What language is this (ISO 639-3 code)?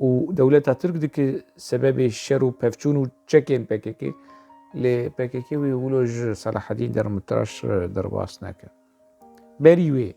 kur